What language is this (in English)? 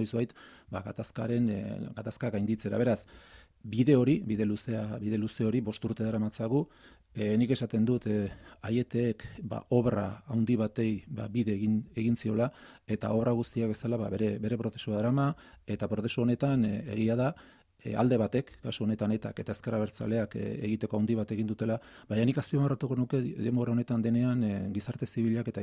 Basque